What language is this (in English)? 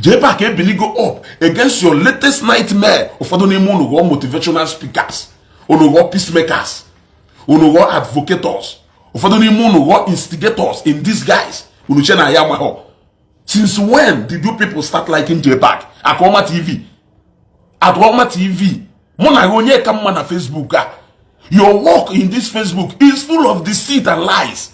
Igbo